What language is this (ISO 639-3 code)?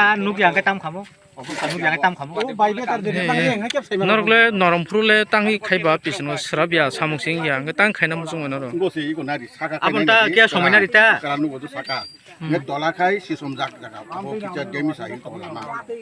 trp